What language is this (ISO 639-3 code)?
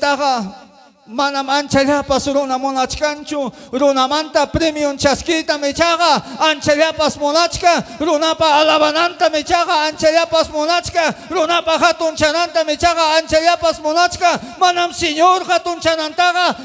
quy